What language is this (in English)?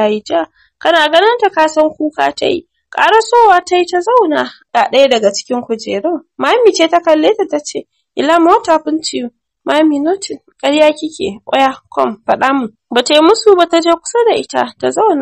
Hausa